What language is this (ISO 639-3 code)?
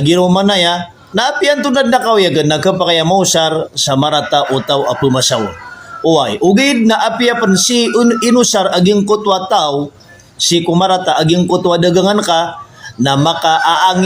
mrw